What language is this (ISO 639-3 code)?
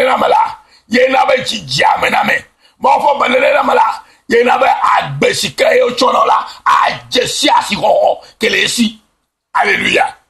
ewe